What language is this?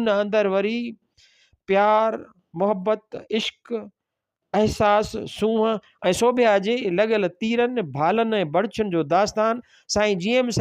Sindhi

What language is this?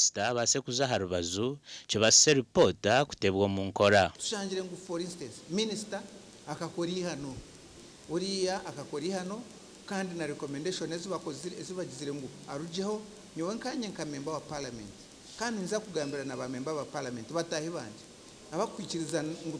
Nyankole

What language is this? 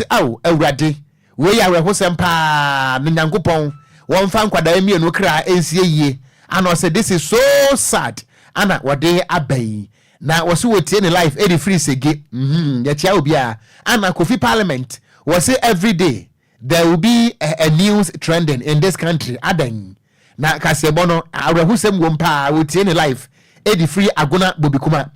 Akan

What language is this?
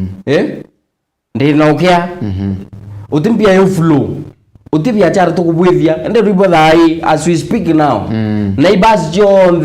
Meru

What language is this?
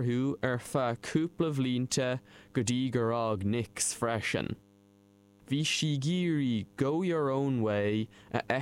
Irish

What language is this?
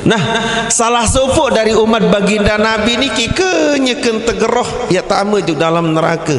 Sasak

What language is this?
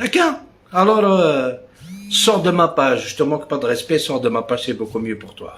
Algerian Arabic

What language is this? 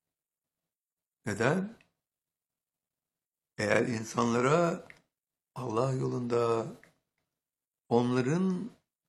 Turkish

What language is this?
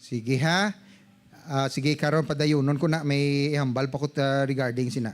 Hiligaynon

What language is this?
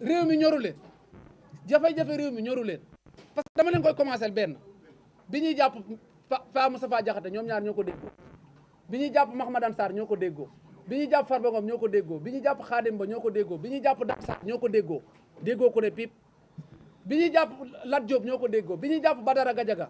Wolof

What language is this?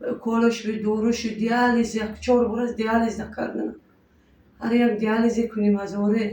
Tajik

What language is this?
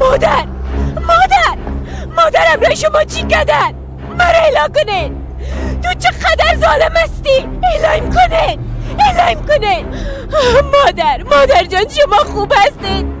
Persian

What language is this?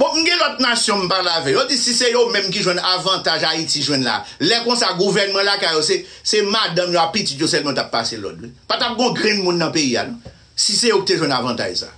Haitian Creole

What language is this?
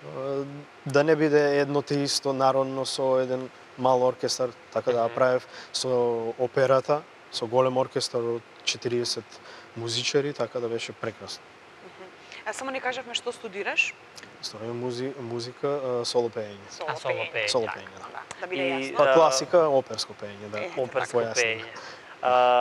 Macedonian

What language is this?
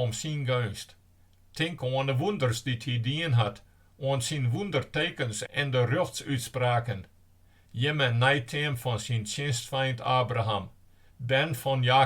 Western Frisian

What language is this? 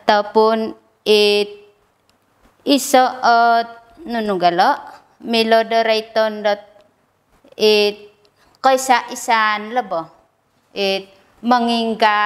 Central Dusun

